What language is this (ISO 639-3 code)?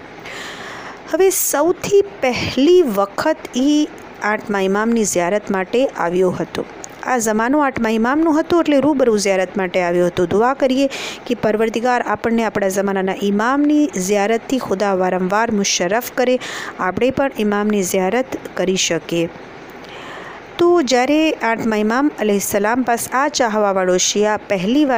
guj